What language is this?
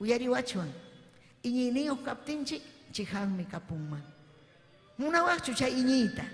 Ayacucho Quechua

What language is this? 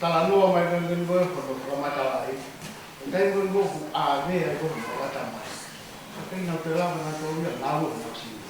Tongan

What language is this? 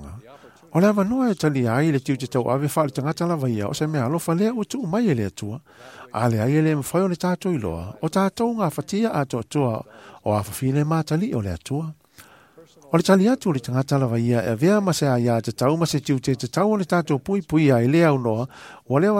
Samoan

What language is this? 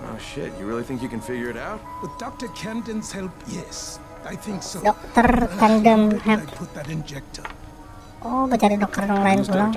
Banjar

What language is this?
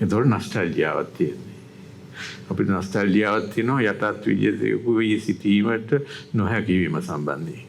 Sinhala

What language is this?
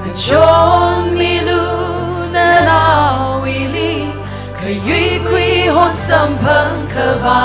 Tangkhul Naga (India)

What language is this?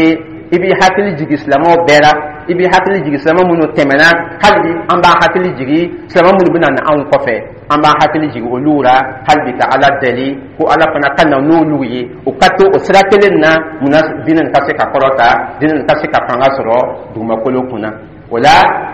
Dyula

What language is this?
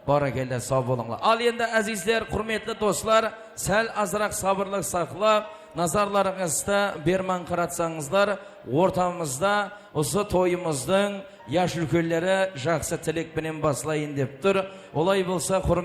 Kara-Kalpak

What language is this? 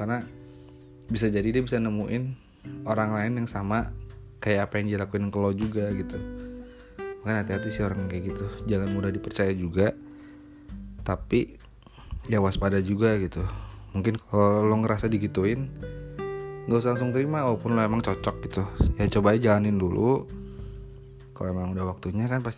Indonesian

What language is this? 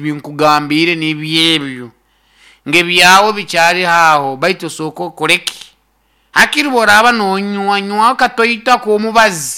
Nyoro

